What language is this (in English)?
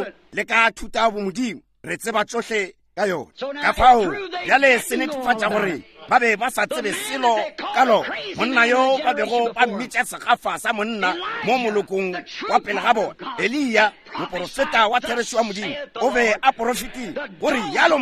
Northern Sotho